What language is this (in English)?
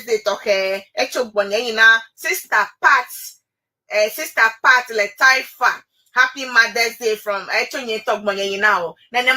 Ewe